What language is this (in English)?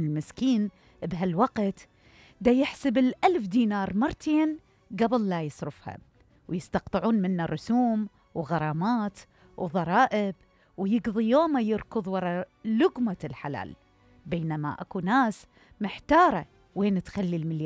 Mesopotamian Arabic